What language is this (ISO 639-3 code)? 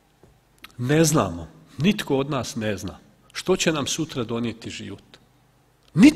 hrv